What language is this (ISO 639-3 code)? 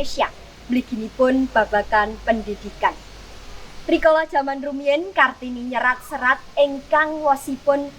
jav